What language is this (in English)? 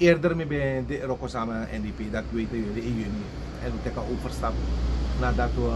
Sranan Tongo